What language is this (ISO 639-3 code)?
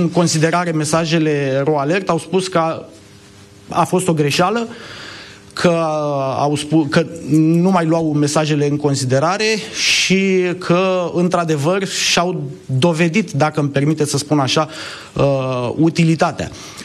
ron